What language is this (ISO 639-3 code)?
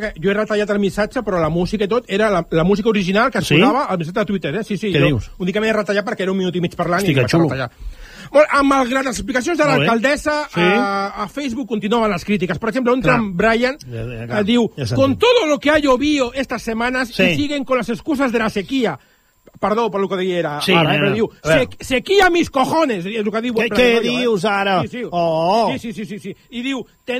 cat